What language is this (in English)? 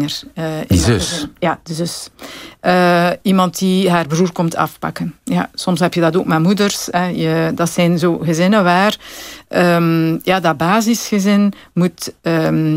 Dutch